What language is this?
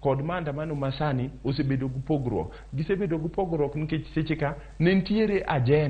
Luo (Kenya and Tanzania)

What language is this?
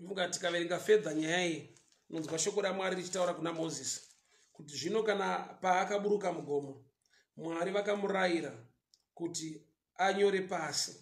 Shona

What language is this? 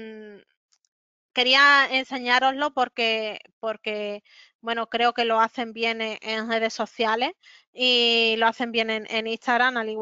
Spanish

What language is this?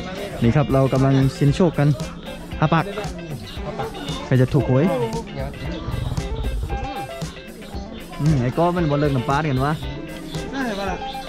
Thai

